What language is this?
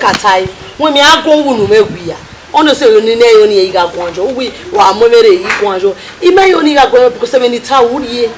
Bini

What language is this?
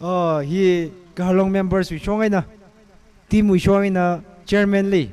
Tangkhul Naga (India)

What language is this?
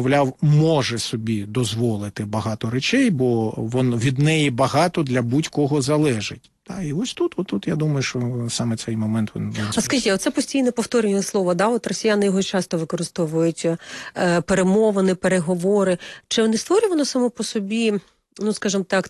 Ukrainian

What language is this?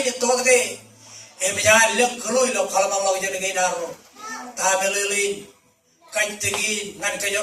Marshallese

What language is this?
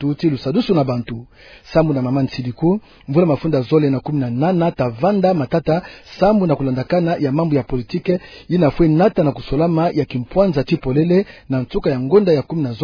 Kituba (Democratic Republic of Congo)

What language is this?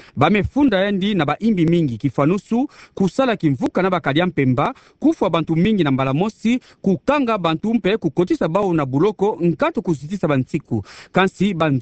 Kituba (Democratic Republic of Congo)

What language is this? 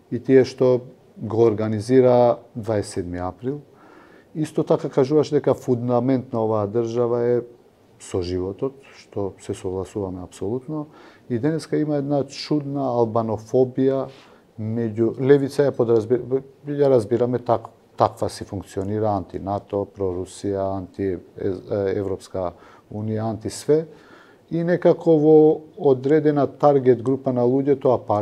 Macedonian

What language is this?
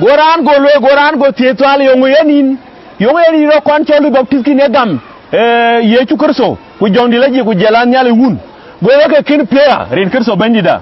Dinka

